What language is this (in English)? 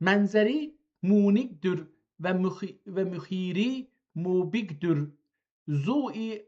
South Azerbaijani